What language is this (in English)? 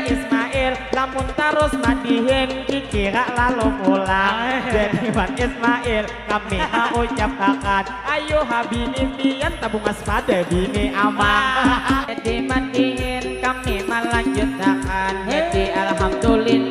Banjar